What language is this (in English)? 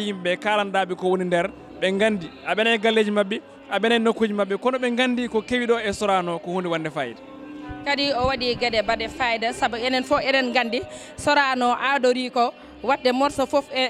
Fula